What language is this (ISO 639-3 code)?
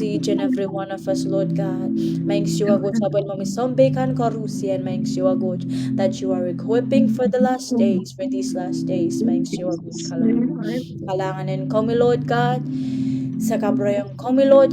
pon